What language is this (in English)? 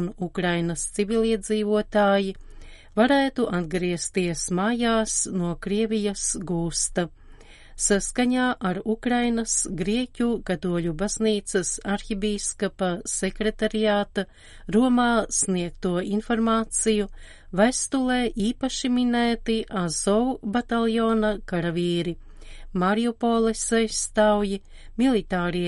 Latvian